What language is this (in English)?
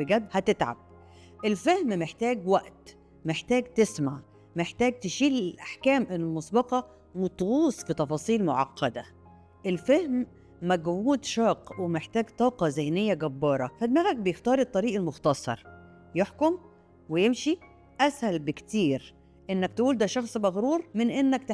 Egyptian Arabic